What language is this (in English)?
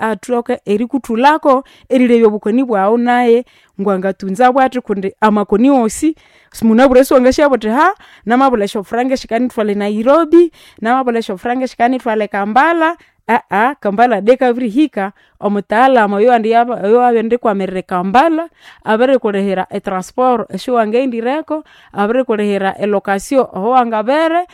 Nande